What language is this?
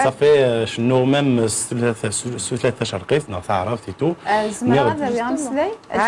Kabyle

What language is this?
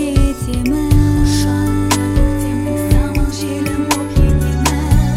Kazakh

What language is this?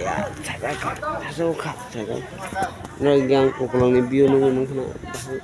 Kok Borok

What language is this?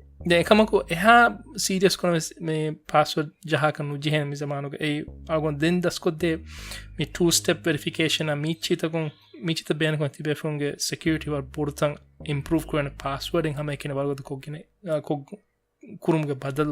Divehi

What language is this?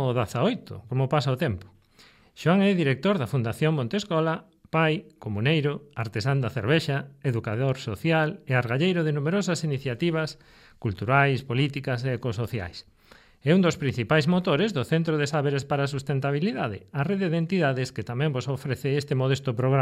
Galician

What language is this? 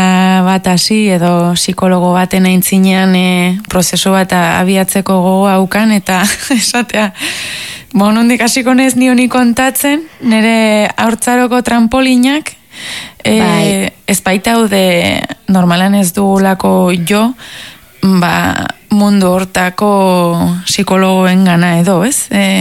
Basque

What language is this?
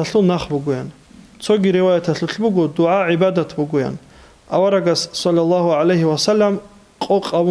Avaric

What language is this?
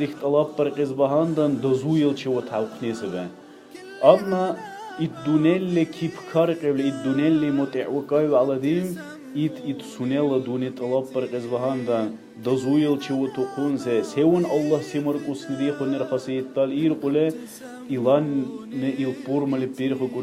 Dargwa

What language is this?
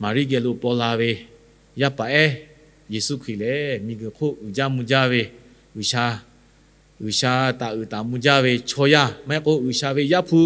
Lahu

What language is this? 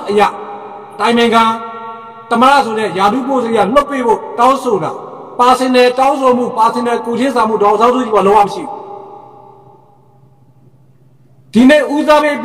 Burmese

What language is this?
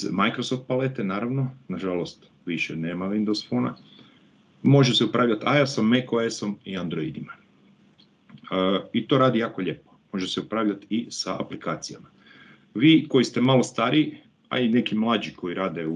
Croatian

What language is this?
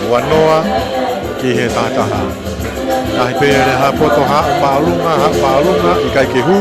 Tongan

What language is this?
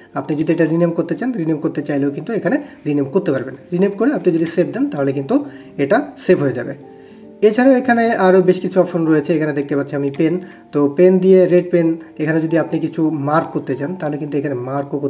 Bangla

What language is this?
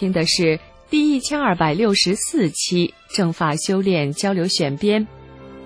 Chinese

